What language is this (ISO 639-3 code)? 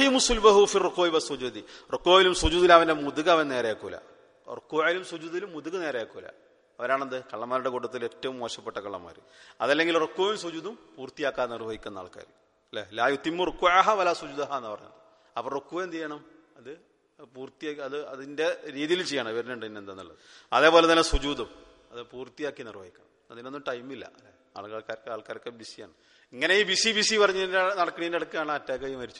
mal